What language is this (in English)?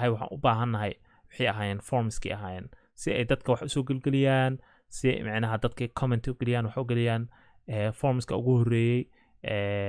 Somali